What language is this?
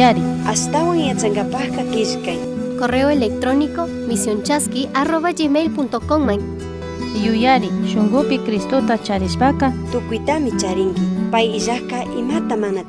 Chimborazo Highland Quichua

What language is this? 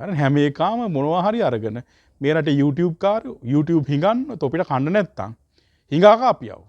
Sinhala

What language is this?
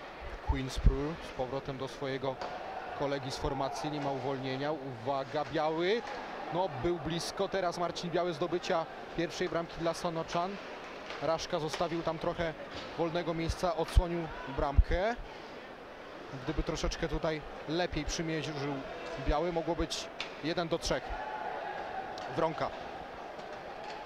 Polish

